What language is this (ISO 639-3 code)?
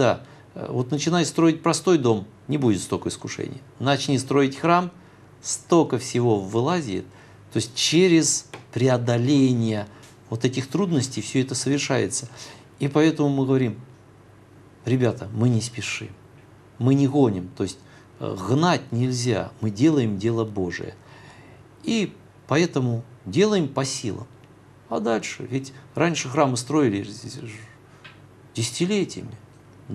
rus